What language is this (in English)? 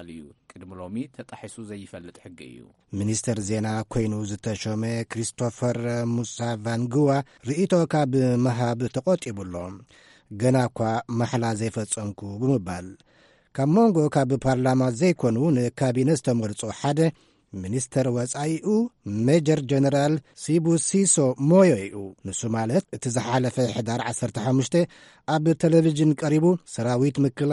Tigrinya